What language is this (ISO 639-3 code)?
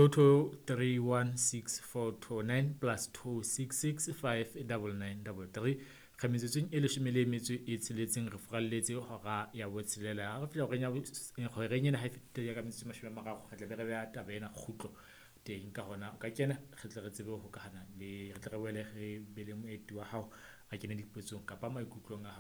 sot